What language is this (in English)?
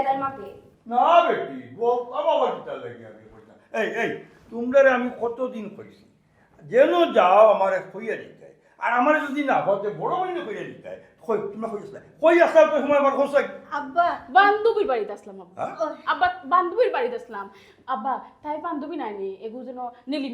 Sylheti